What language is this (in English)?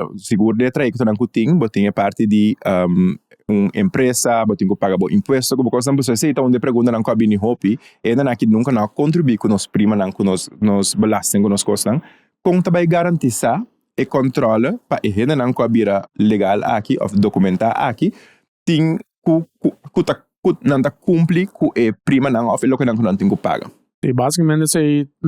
Papiamento